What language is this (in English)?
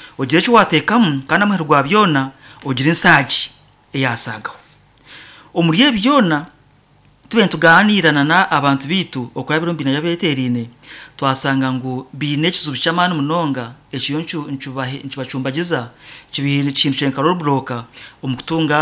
Nyankole